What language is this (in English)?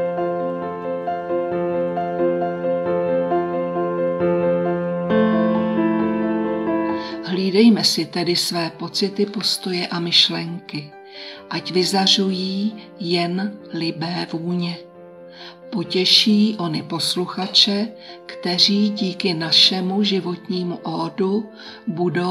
Czech